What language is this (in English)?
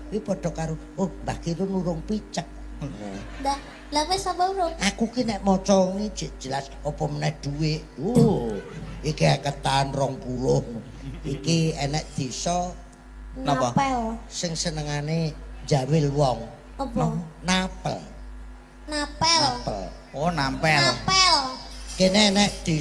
Javanese